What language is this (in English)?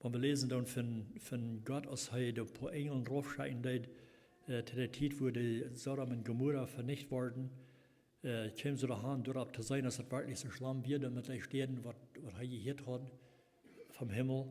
Plautdietsch